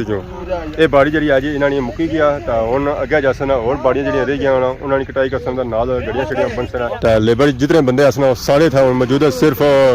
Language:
Pahari-Potwari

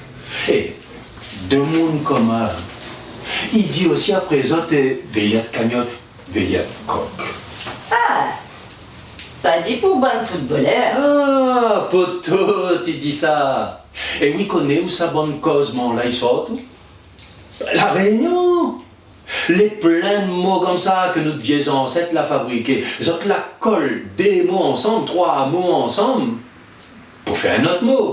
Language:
Réunion Creole French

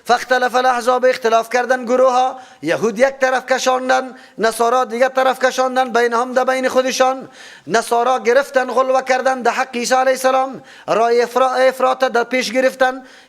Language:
Persian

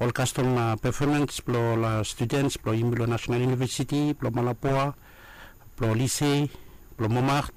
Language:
Bislama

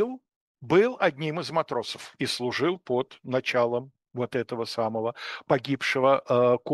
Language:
Russian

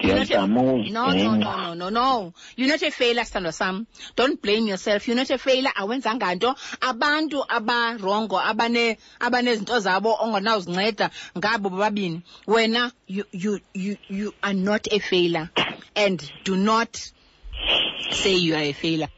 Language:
Xhosa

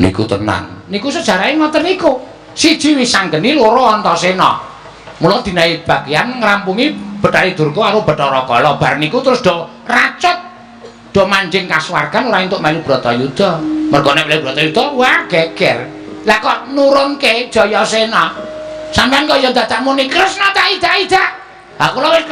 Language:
Javanese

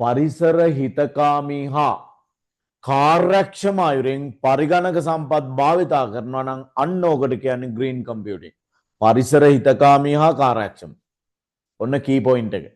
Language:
Sinhala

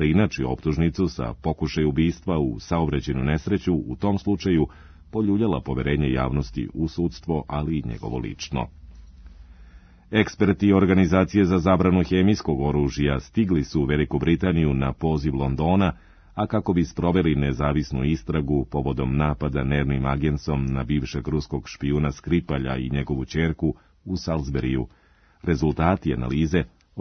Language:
Serbian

